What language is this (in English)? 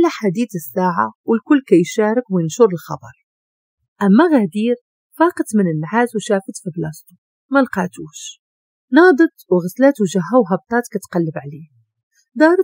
Moroccan Arabic